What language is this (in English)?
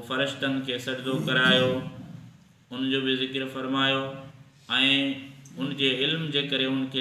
Sindhi